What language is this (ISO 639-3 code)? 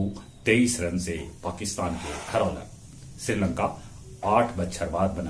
mag